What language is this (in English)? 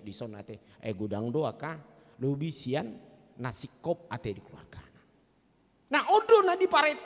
Batak Toba